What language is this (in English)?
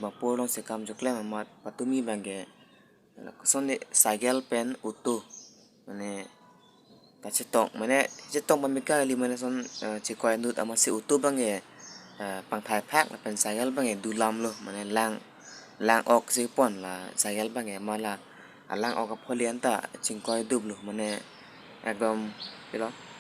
Karbi